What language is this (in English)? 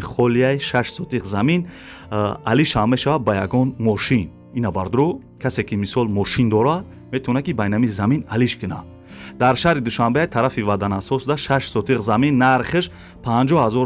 Tajik